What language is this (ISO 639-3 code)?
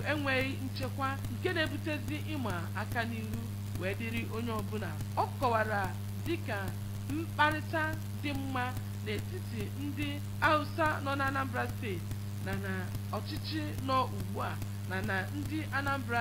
ibo